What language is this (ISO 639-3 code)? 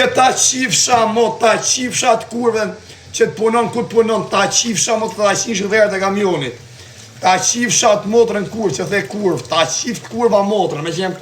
sqi